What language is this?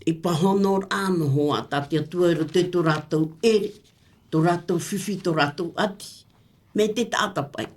Tahitian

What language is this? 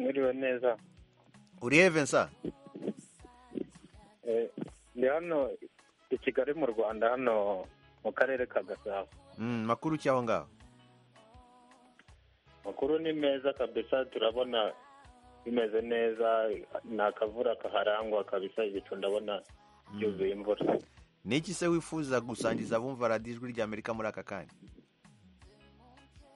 Kinyarwanda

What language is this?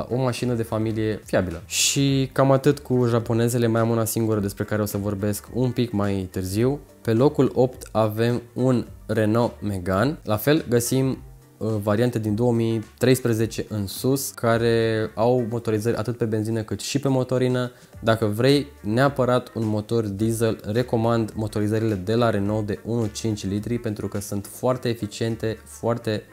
Romanian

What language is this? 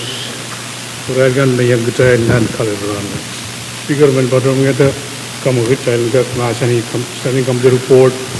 Pohnpeian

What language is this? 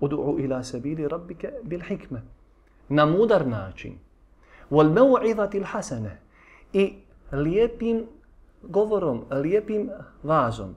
Bosnian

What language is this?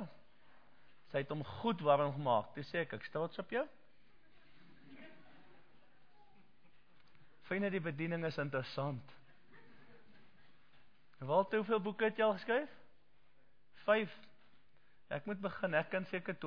Afrikaans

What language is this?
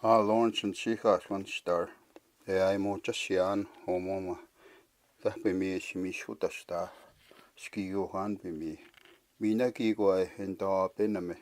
Plains Cree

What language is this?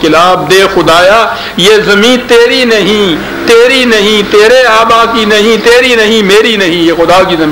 Urdu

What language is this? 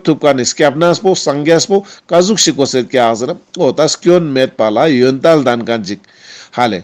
Ladakhi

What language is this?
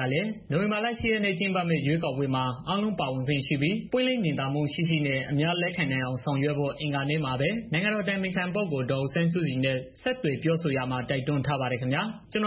Burmese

